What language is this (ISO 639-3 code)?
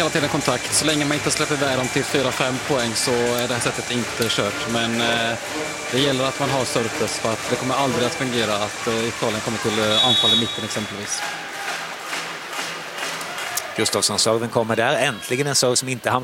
swe